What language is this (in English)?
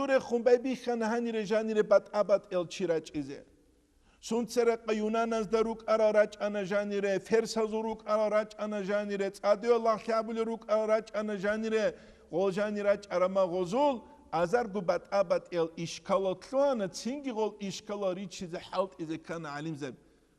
Avaric